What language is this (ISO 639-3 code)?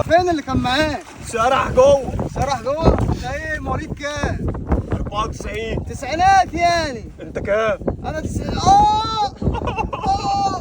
arz